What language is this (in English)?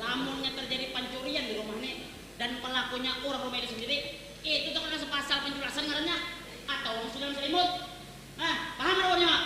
Banjar